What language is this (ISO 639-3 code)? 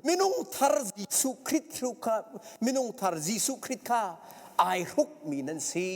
cnh